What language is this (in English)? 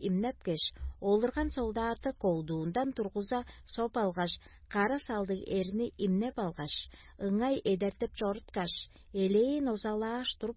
Tuvinian